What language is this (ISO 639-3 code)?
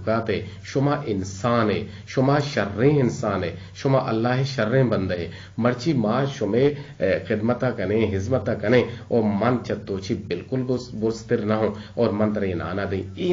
bgp